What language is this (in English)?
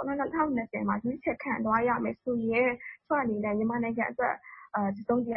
Burmese